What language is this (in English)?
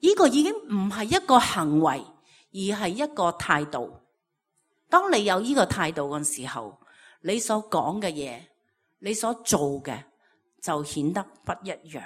Cantonese